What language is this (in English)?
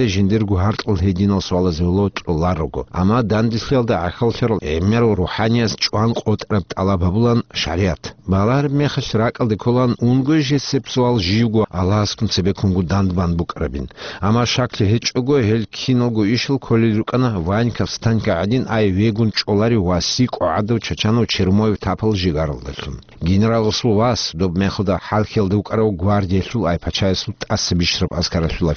Avaric